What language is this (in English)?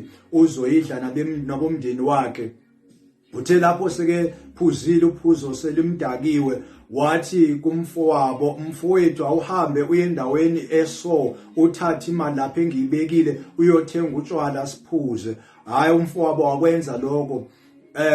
Zulu